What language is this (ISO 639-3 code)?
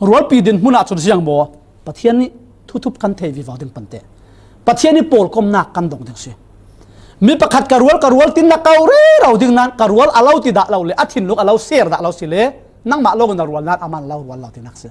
cfm